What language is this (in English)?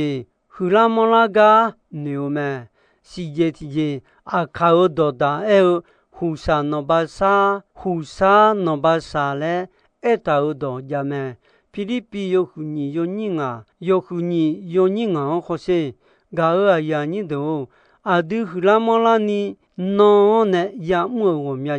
Akha